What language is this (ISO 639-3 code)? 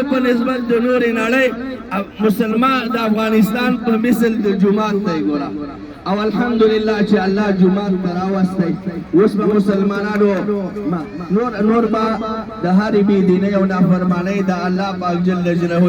pus